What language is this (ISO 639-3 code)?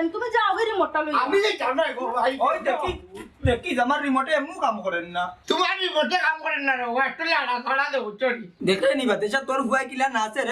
syl